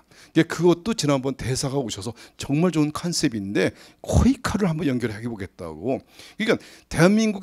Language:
Korean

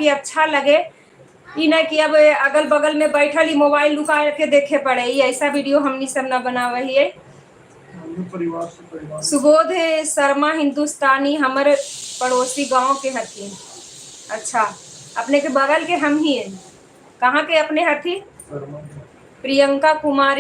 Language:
Magahi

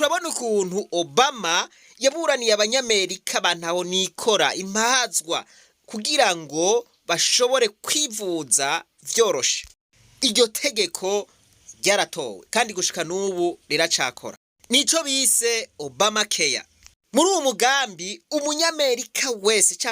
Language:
Rundi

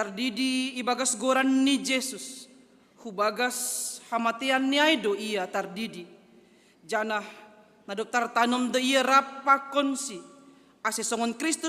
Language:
Batak Simalungun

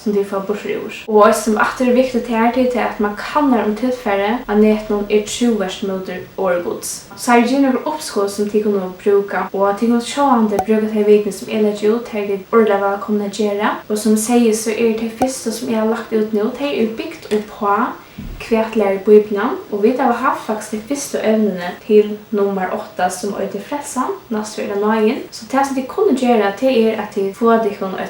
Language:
Faroese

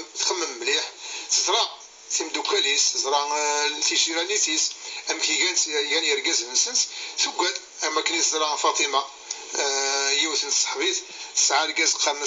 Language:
Kabyle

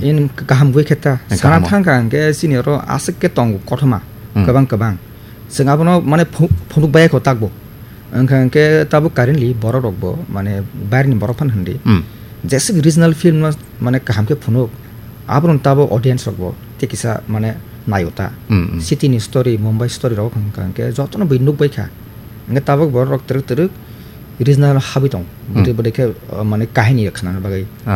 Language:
Kok Borok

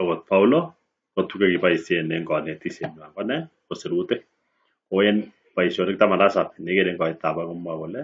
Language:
Kalenjin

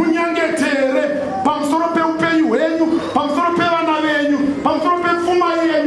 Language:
Shona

